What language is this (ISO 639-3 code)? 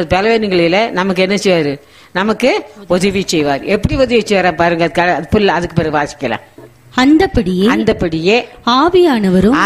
tam